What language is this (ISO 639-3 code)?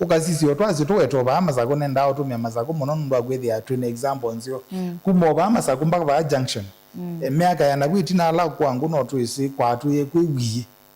kam